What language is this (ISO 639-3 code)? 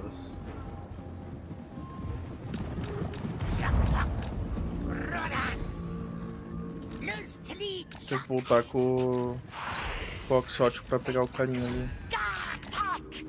por